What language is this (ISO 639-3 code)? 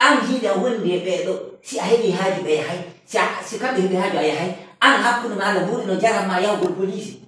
ful